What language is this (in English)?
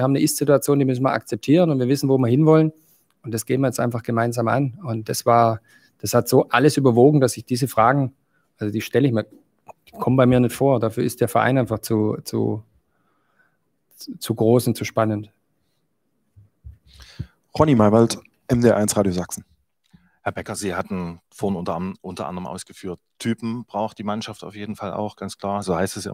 German